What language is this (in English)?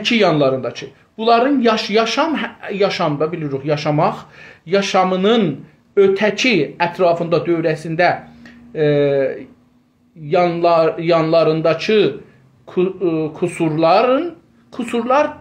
South Azerbaijani